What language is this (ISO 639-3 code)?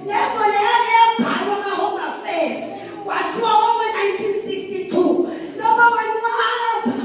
zul